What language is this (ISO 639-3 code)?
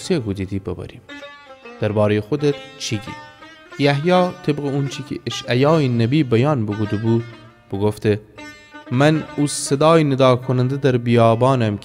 glk